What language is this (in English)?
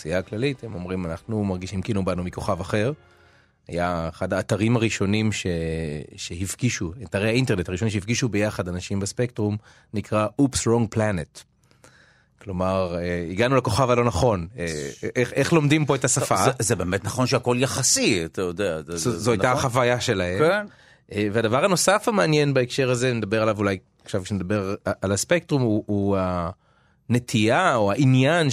Hebrew